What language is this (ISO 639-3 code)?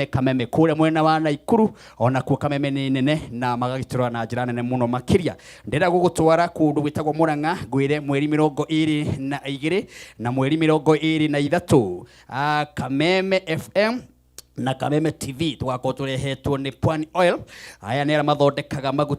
kik